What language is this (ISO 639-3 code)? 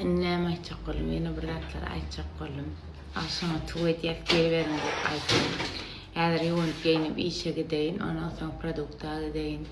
tuk